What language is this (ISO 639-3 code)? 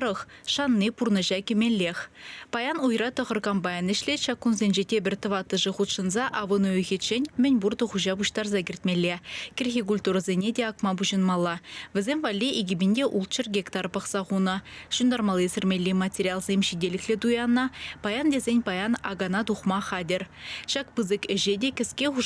chv